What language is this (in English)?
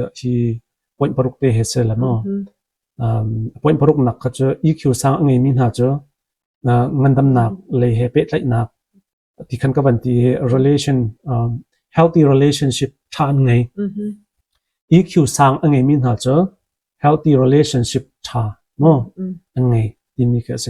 Hakha Chin